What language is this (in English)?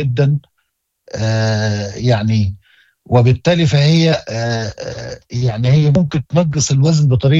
Moroccan Arabic